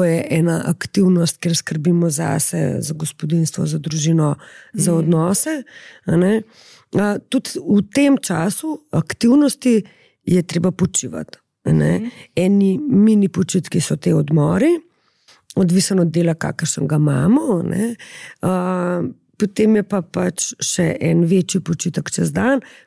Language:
Slovenian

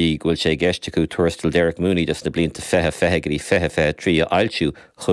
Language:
Irish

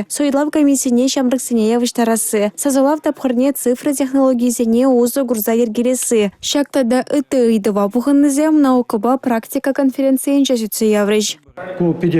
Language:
Chuvash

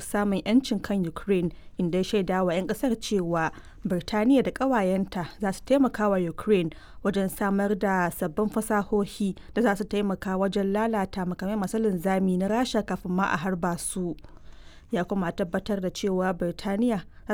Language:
Hausa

